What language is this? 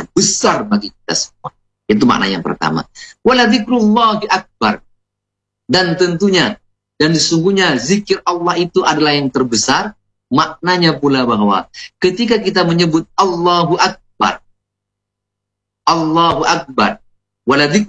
Indonesian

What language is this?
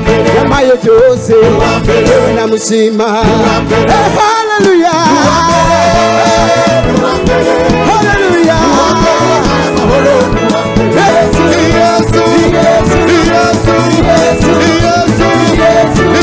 Kinyarwanda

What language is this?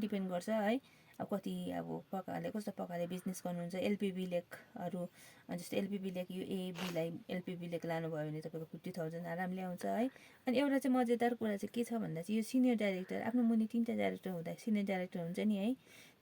Nepali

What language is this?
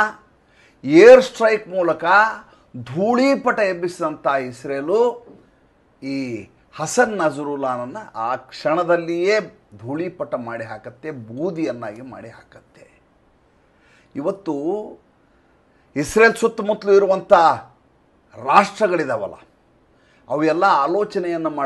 Kannada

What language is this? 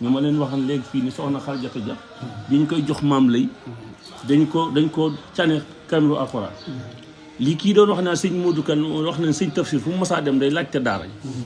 Wolof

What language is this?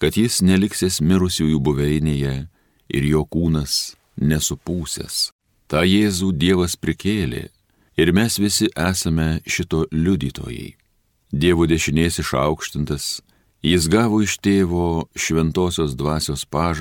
Lithuanian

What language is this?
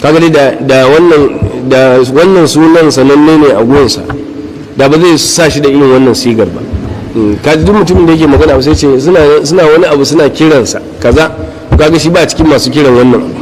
Hausa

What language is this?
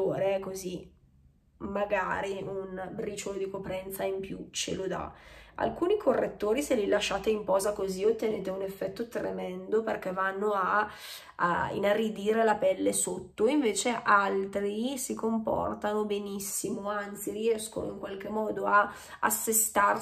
Italian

